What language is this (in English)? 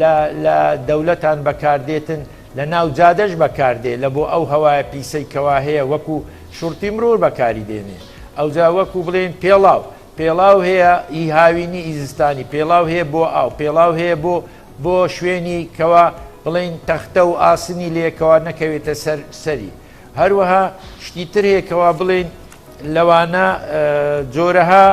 Central Kurdish